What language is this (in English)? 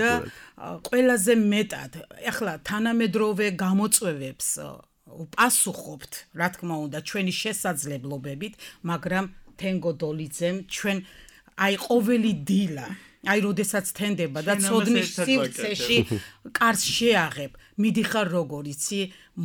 Georgian